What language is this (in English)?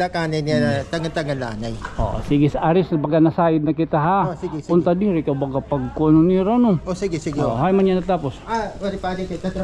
Waray